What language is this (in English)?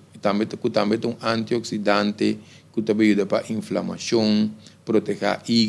Papiamento